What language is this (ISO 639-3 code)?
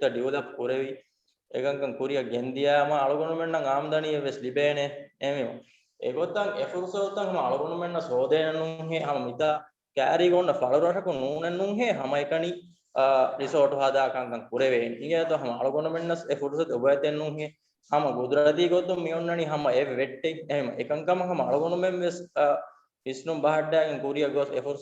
div